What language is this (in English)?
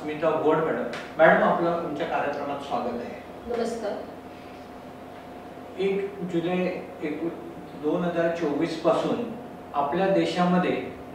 Marathi